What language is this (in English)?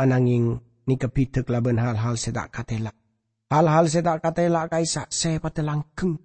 Madurese